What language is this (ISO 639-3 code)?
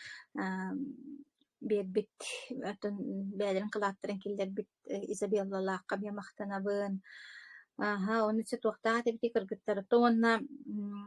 sah